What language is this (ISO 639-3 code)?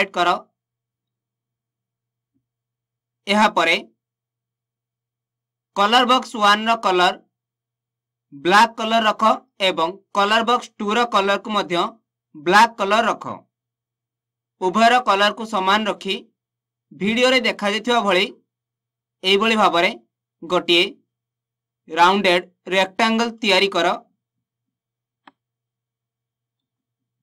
ori